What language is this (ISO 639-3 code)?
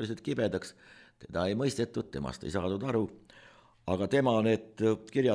est